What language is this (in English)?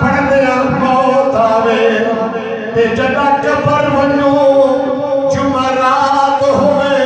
Saraiki